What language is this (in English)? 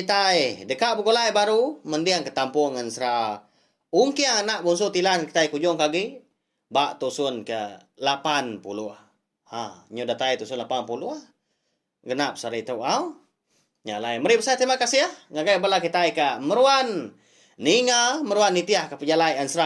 Iban